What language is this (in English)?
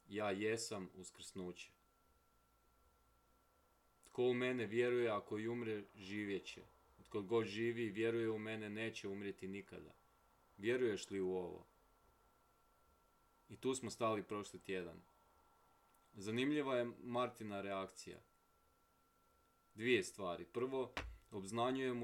Croatian